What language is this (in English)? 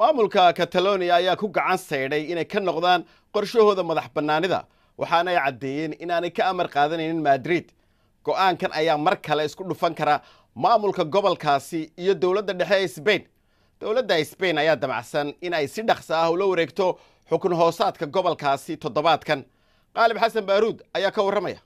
Somali